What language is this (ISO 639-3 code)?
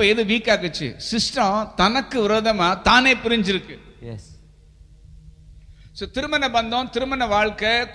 tam